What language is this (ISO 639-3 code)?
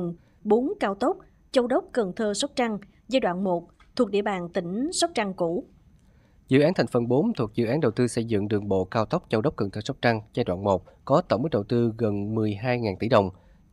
vie